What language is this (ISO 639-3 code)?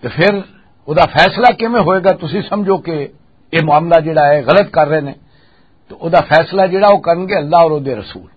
lah